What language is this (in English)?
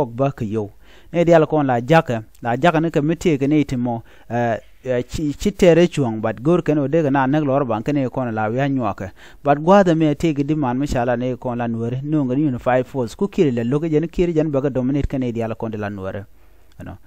Nuer